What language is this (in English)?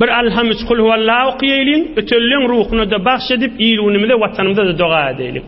Turkmen